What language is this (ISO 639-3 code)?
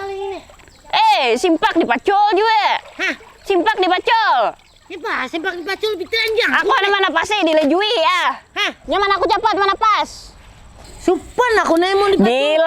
bjn